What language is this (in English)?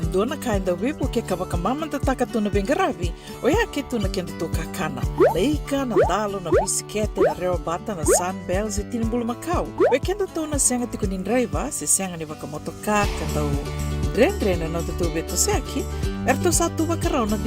Fijian